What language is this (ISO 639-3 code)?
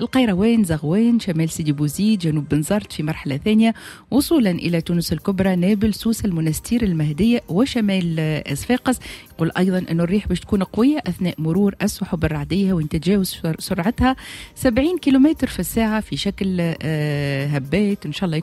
aeb